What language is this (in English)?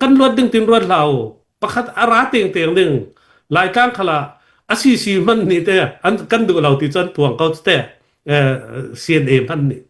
Falam Chin